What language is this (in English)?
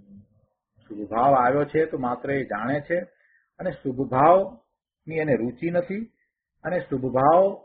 Gujarati